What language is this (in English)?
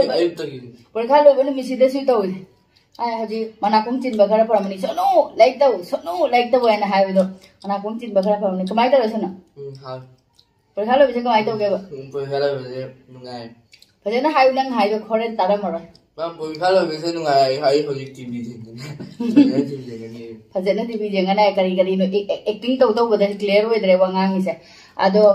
Manipuri